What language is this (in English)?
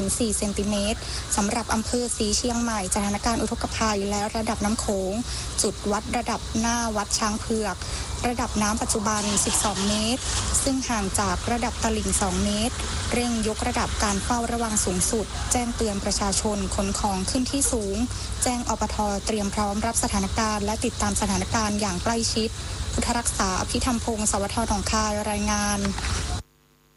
Thai